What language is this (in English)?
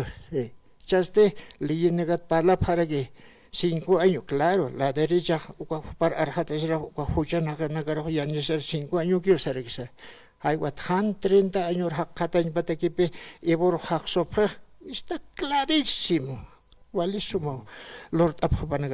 Aymara